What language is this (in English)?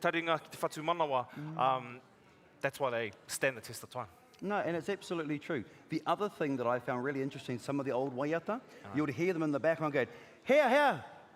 Māori